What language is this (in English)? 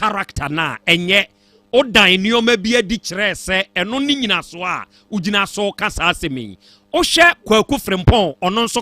Akan